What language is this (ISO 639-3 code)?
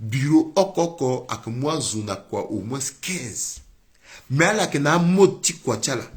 sag